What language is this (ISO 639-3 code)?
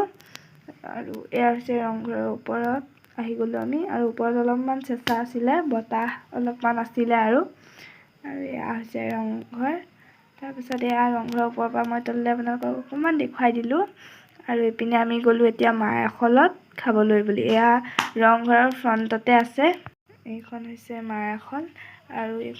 asm